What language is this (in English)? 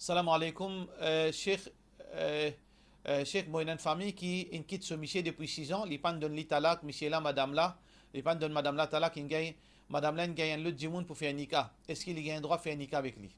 Morisyen